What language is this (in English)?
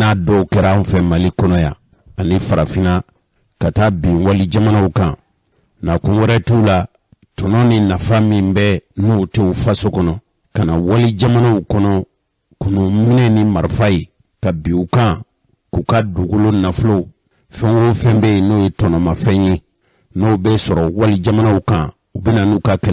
Bambara